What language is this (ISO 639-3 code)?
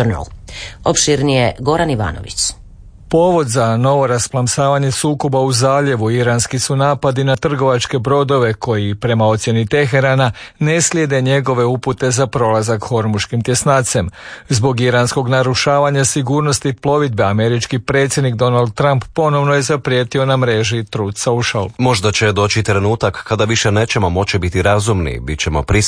hrv